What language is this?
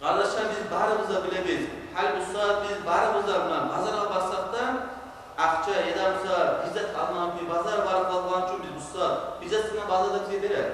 Kumyk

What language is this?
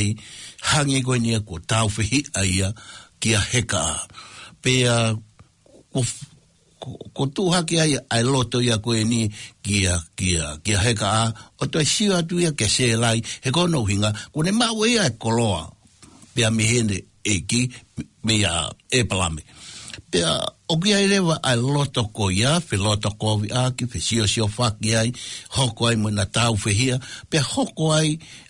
Tongan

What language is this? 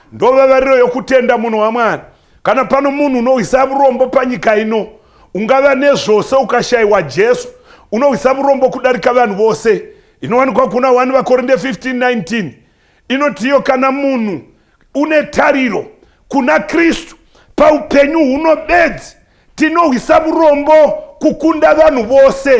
Shona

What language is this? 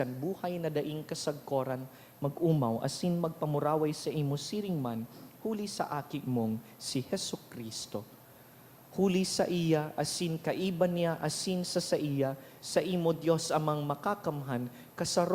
Bikol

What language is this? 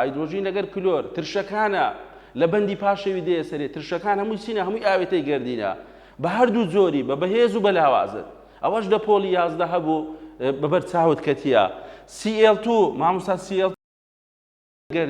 Central Kurdish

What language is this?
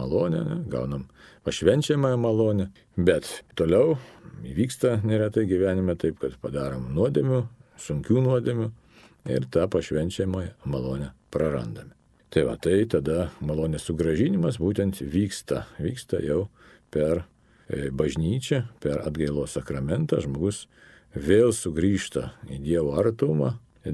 Lithuanian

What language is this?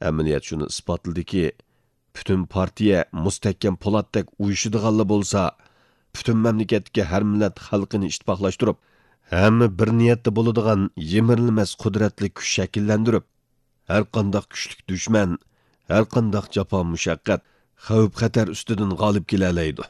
Uyghur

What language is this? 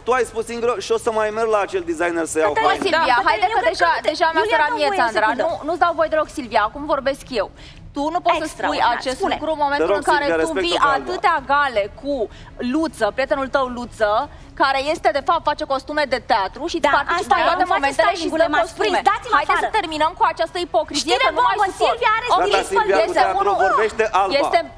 Romanian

